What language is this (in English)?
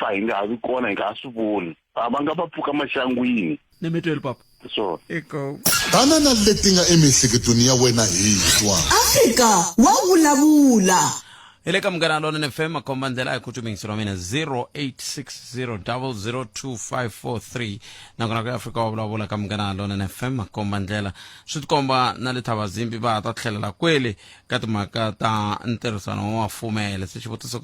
Tsonga